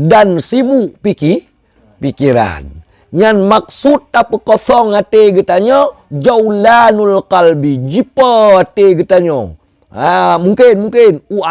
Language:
Achinese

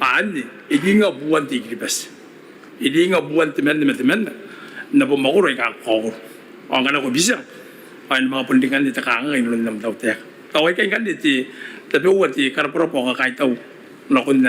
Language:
Gilbertese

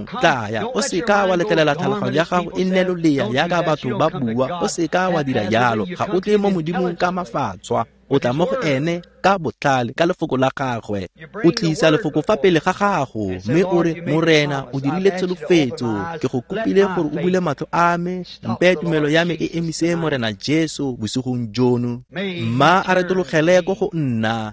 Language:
Tswana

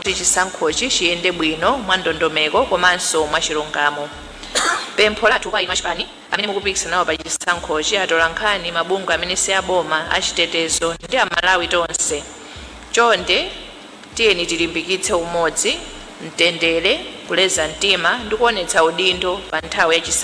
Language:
Nyanja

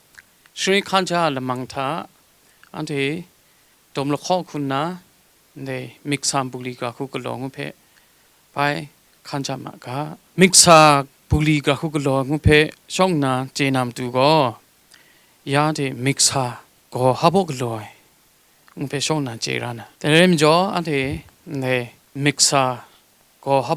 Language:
Kachin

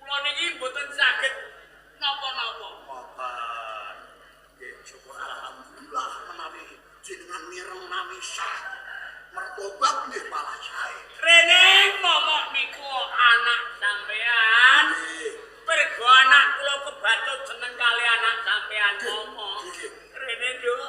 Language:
Javanese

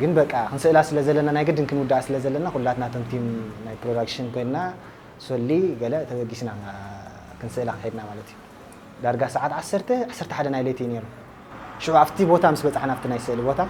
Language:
Tigrinya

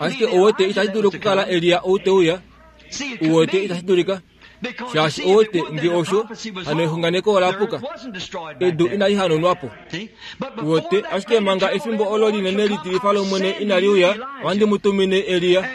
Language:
Kuanyama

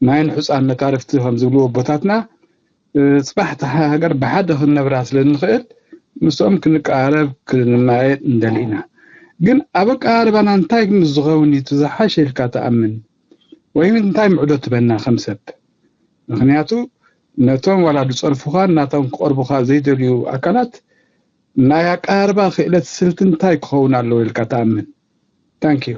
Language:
Tigrinya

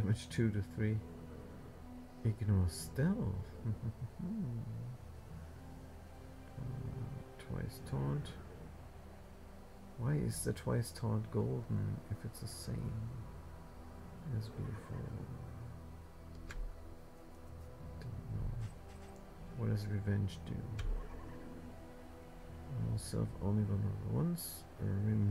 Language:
English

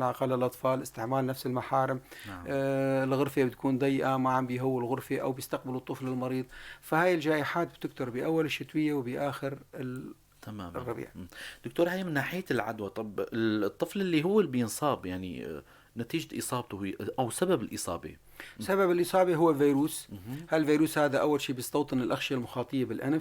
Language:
North Levantine Arabic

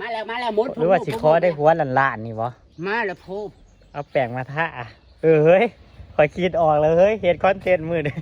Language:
Northeastern Thai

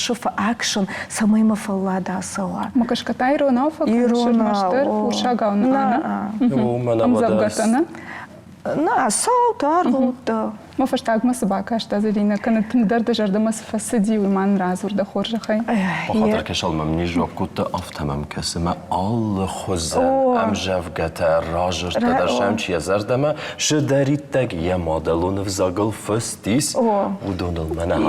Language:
Ossetic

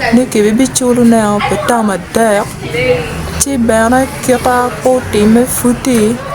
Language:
Acoli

